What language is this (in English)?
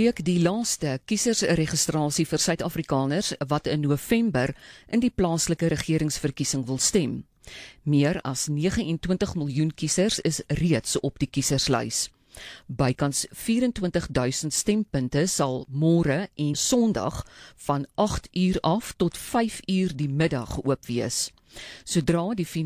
Afrikaans